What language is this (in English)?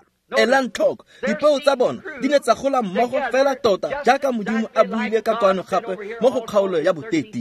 Tswana